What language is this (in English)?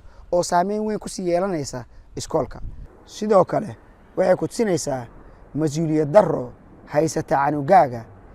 Somali